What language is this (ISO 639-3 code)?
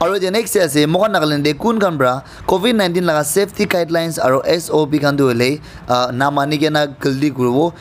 nag